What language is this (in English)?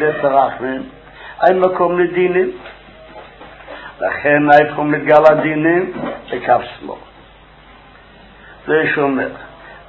Hebrew